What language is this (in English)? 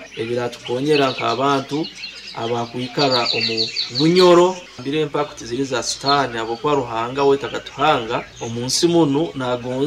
Nyoro